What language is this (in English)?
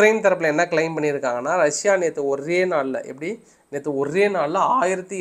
Tamil